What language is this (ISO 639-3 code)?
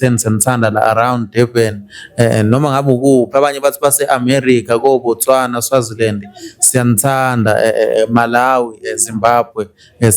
zul